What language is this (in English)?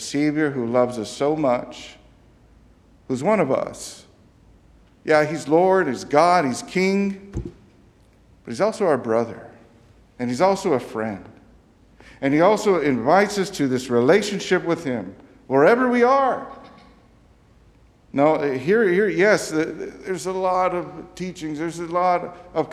English